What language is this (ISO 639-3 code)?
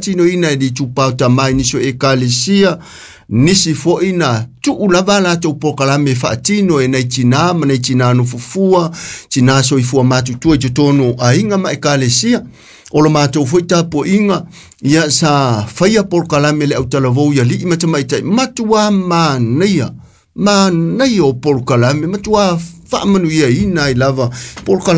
smo